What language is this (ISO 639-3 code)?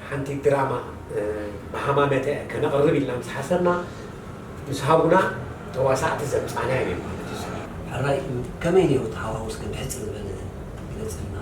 tir